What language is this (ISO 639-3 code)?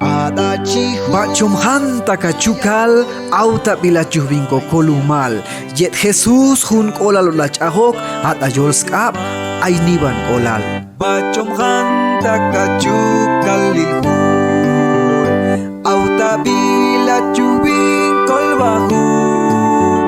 cac